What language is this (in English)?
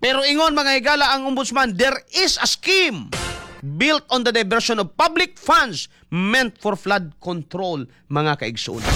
Cebuano